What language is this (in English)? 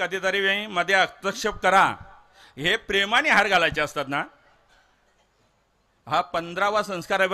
Marathi